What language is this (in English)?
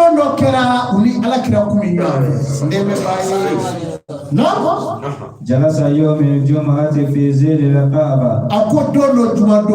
Bambara